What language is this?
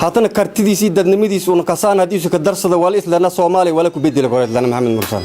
Somali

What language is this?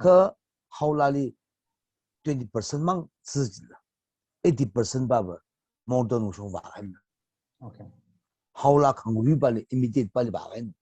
Tangkhul Naga (India)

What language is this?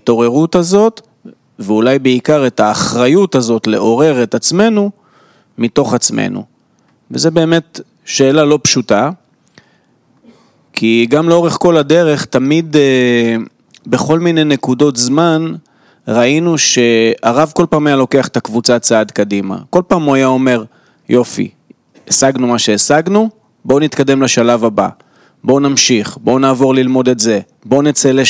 Hebrew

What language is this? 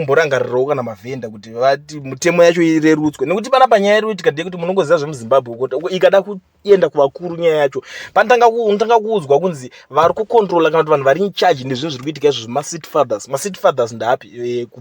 Shona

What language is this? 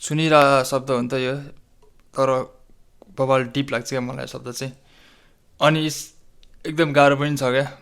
Nepali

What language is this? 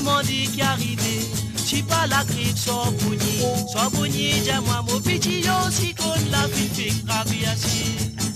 Morisyen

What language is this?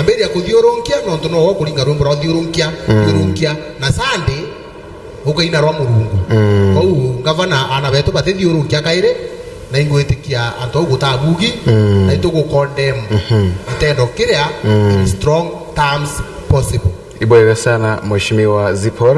Meru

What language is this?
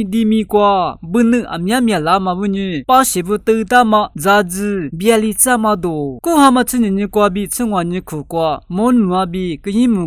Lisu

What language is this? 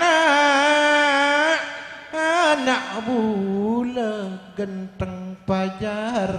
Madurese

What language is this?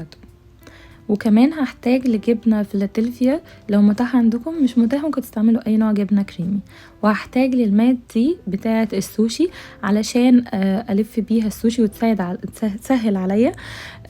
Egyptian Arabic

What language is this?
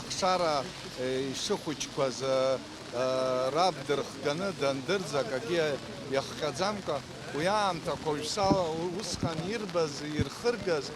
Abkhazian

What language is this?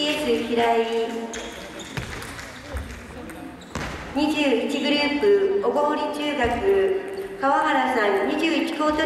Japanese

